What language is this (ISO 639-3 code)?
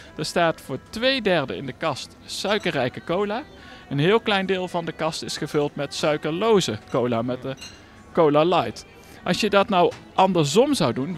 nld